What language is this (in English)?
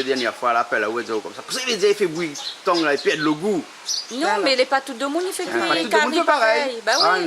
Réunion Creole French